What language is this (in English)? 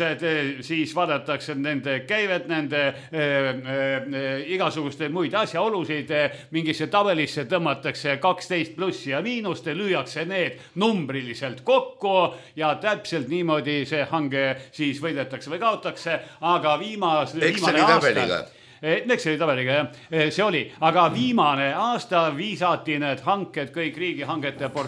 Estonian